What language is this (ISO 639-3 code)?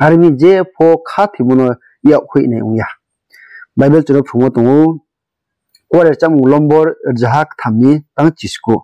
ria